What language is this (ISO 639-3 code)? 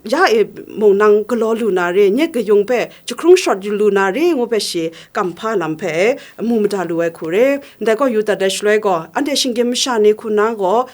kac